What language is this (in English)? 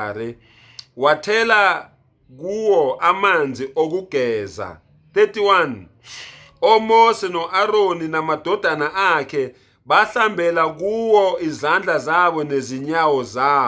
Zulu